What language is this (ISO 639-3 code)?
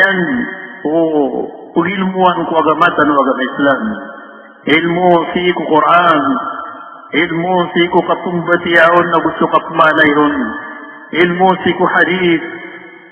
mrw